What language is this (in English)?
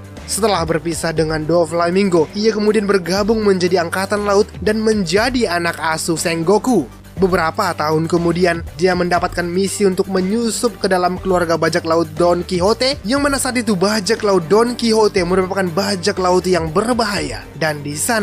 Indonesian